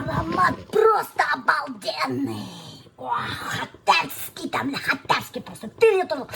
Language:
Bashkir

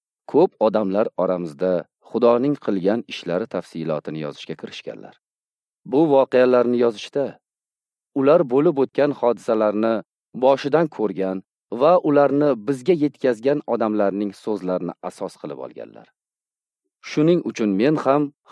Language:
Uzbek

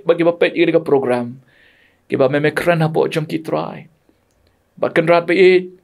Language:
Khasi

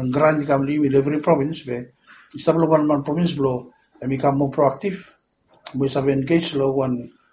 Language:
Bislama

